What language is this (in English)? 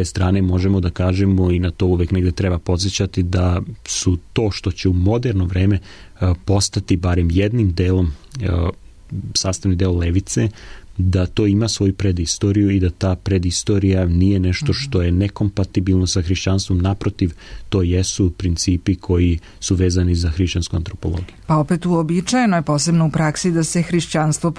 Serbian